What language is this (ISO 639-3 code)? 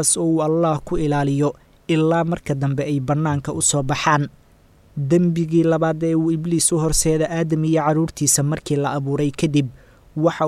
som